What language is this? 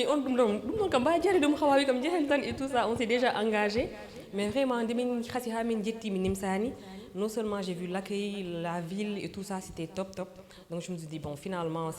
Fula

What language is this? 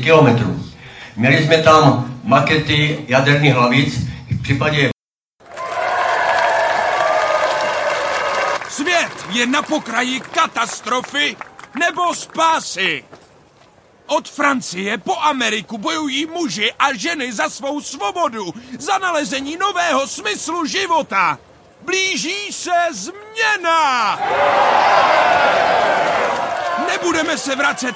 Czech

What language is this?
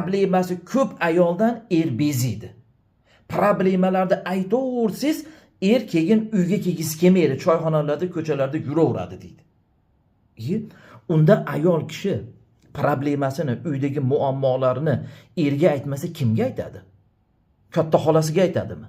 Uzbek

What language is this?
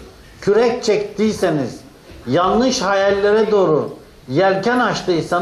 Turkish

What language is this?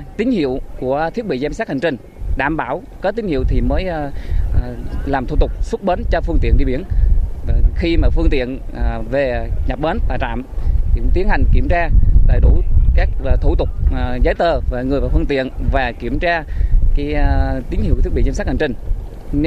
Vietnamese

